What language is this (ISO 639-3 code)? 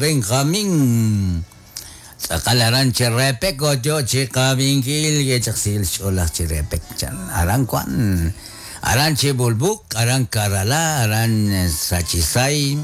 kek